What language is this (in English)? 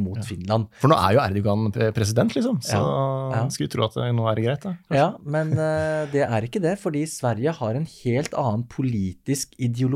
Norwegian